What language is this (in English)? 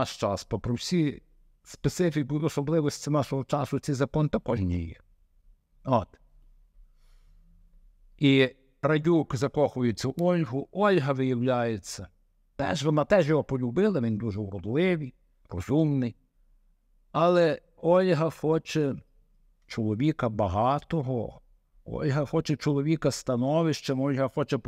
Ukrainian